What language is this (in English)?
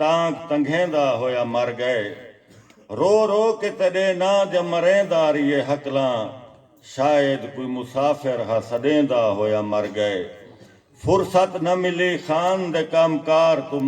Saraiki